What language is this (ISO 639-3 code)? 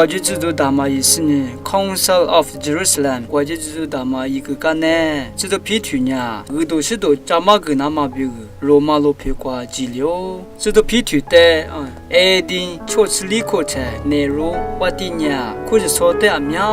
lis